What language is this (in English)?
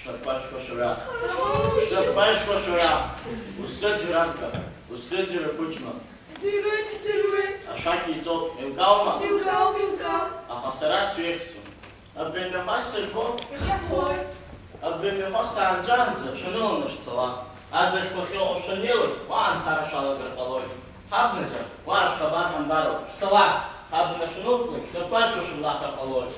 Abkhazian